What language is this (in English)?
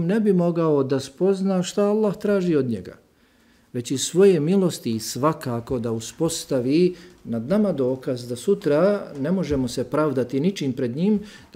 Bosnian